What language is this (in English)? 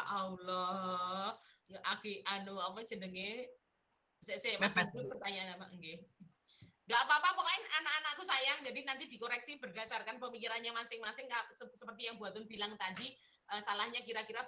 Indonesian